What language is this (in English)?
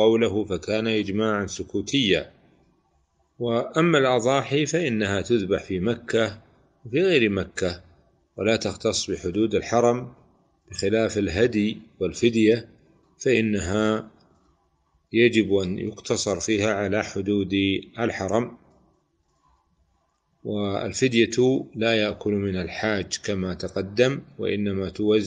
Arabic